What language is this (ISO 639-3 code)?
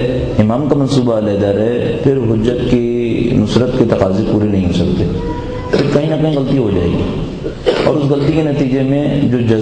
urd